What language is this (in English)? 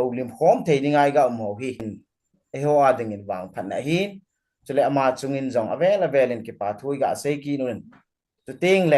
Thado Chin